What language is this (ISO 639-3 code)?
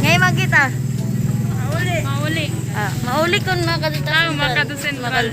war